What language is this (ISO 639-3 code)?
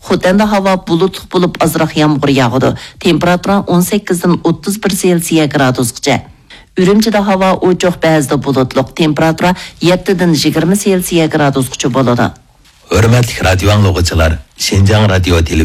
uig